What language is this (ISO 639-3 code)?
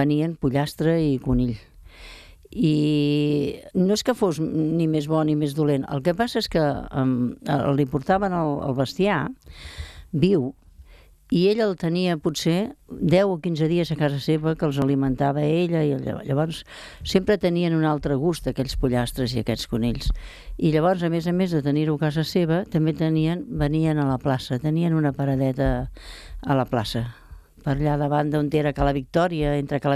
cat